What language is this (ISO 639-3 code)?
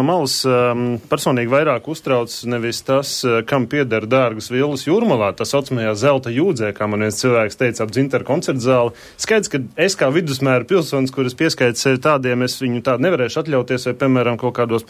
lav